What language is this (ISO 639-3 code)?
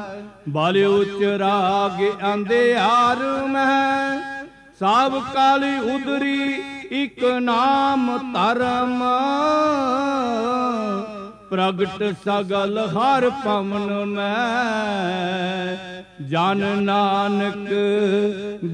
pan